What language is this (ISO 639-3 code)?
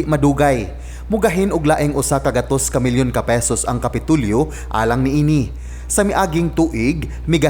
ceb